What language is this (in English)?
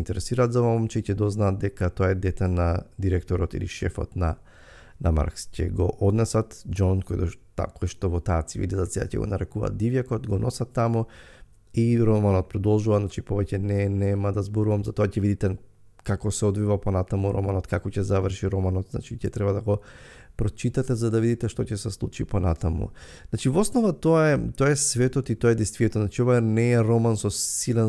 Macedonian